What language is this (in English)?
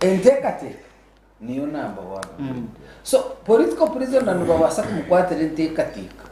Nyankole